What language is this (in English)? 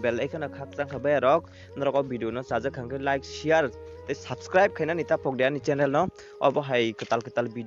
Kok Borok